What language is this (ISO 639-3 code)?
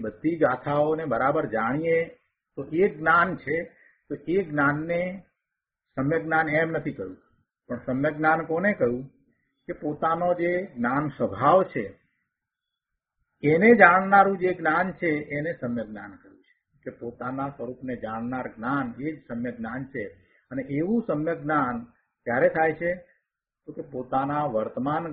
guj